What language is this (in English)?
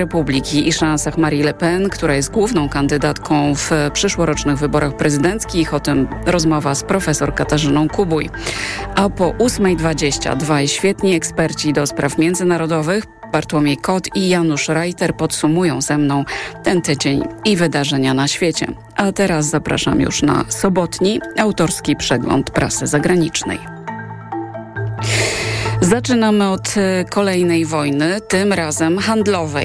Polish